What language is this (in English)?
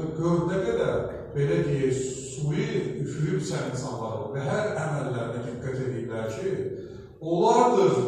Azerbaijani